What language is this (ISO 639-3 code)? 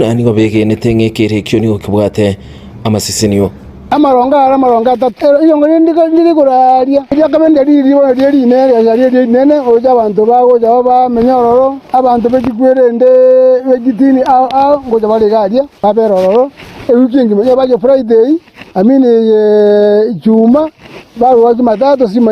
guz